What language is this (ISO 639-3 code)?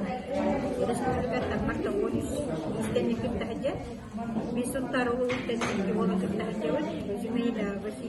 sah